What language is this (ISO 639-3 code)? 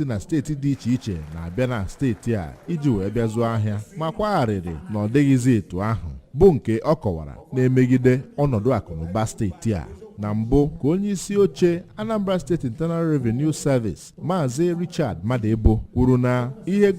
ibo